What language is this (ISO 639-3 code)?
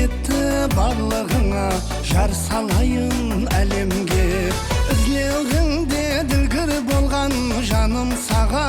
kaa